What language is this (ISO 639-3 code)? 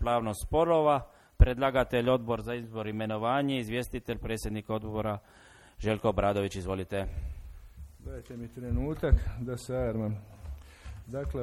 hrv